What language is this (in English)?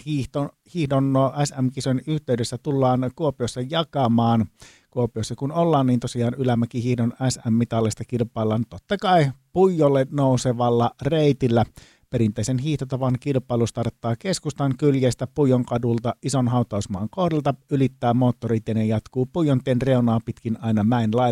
Finnish